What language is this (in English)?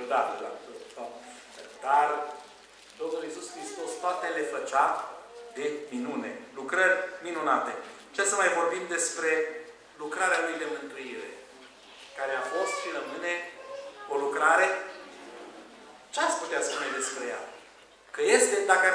Romanian